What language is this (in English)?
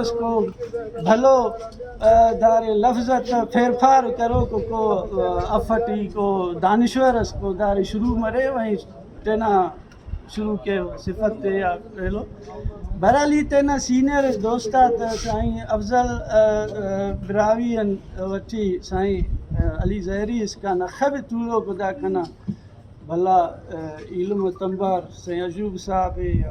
Brahui